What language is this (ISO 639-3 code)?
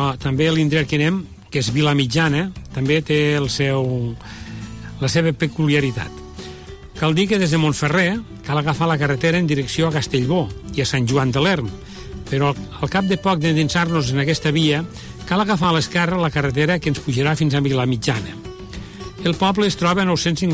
cat